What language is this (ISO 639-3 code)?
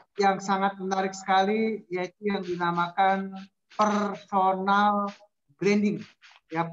ind